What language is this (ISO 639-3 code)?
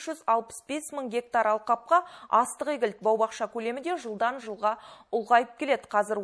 kaz